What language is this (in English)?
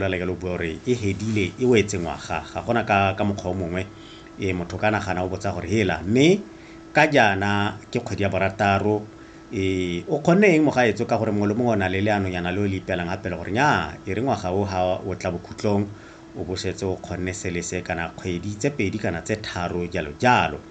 Tswana